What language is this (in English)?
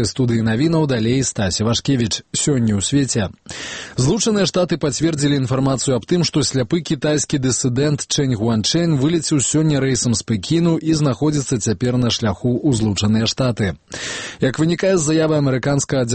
Belarusian